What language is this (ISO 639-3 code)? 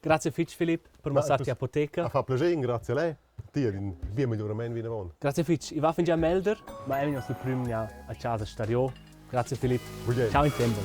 roh